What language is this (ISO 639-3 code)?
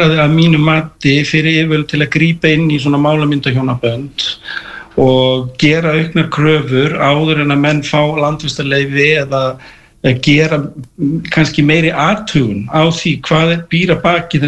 isl